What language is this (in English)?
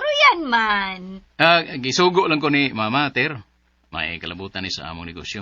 Cebuano